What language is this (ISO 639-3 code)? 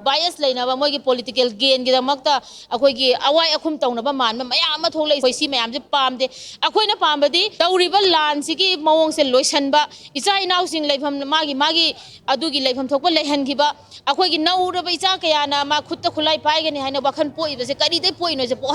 mni